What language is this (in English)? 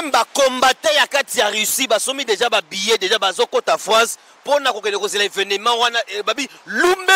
Lingala